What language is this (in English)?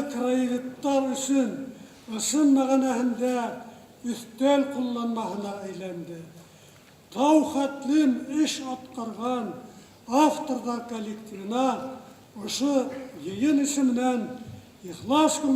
Bashkir